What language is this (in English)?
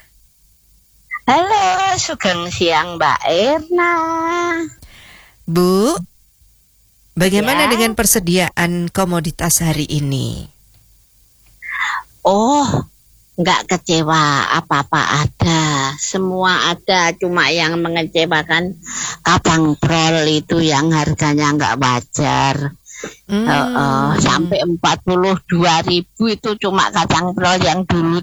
Indonesian